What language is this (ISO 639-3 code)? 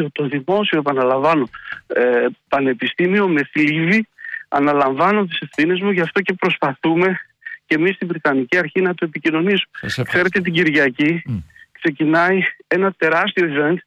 ell